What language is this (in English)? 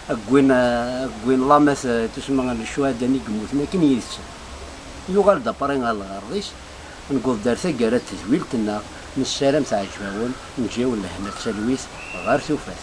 Kabyle